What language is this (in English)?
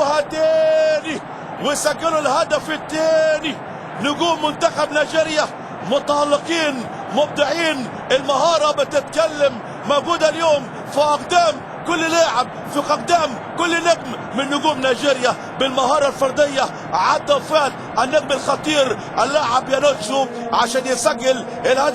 Egyptian Arabic